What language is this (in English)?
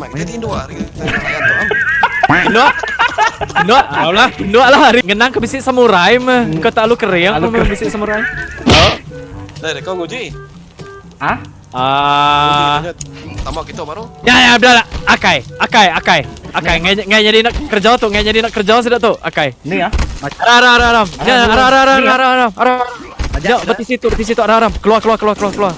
Iban